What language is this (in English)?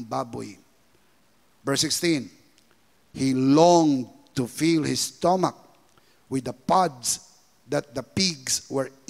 Filipino